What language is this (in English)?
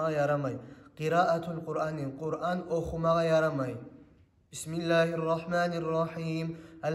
Kumyk